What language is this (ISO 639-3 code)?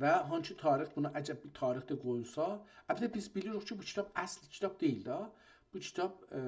azb